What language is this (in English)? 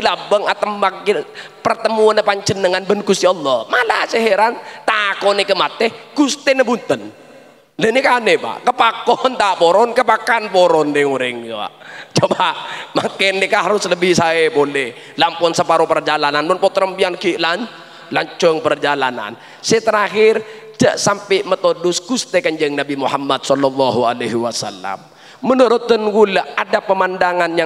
Madurese